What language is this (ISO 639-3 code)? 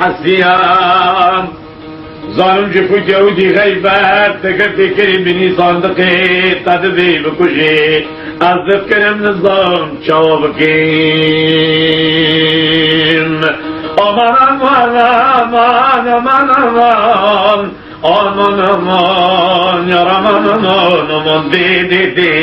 kur